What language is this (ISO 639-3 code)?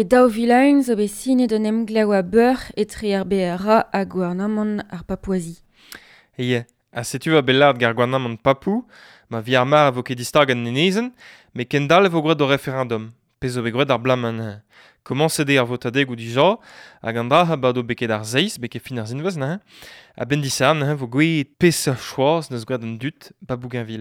bre